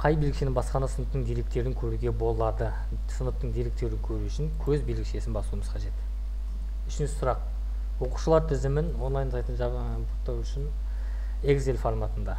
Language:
Kazakh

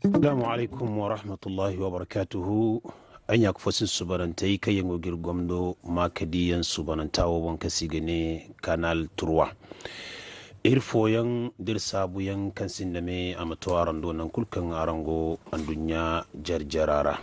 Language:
Zarma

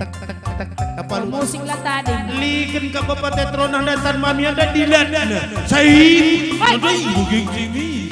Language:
Batak Karo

